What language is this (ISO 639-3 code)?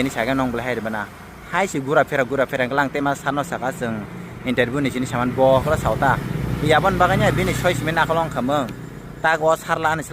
trp